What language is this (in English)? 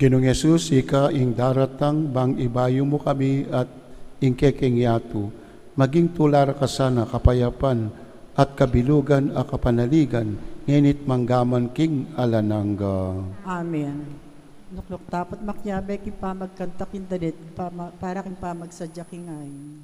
Pampanga